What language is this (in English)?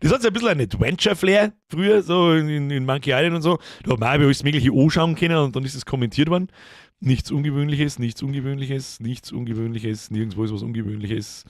Bavarian